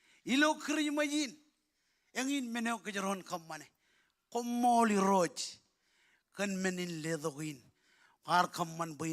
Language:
Marshallese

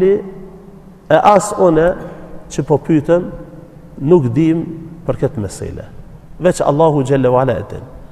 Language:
Albanian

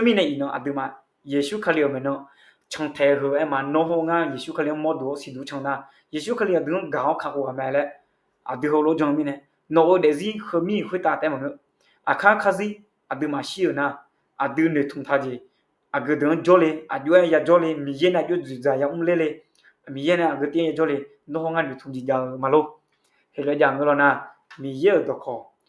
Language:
Akha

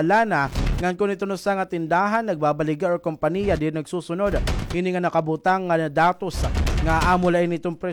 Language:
Waray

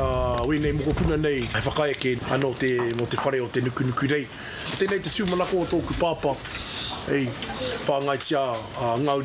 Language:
Māori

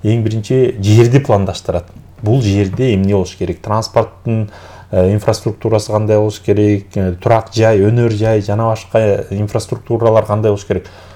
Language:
Kyrgyz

